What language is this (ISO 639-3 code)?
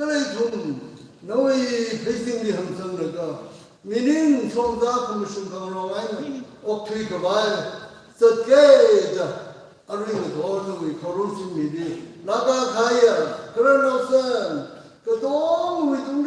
nmf